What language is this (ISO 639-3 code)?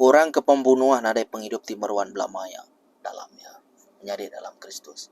iba